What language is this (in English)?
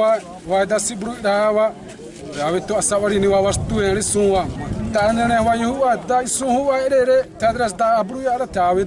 Xavánte